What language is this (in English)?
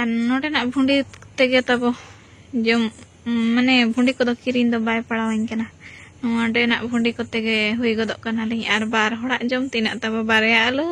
Santali